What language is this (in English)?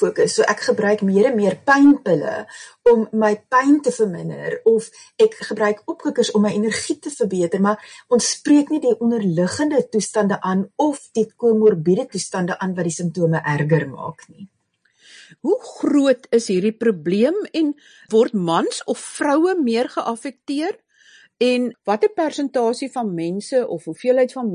Afrikaans